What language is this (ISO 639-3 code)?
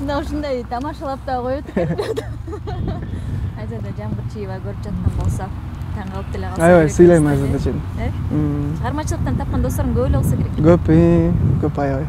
kir